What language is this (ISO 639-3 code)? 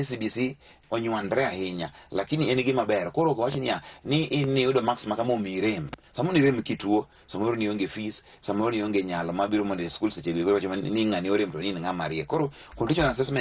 luo